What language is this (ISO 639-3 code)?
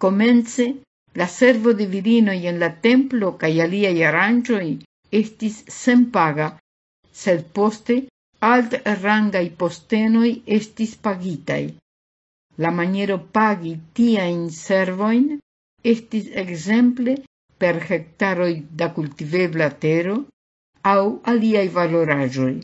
epo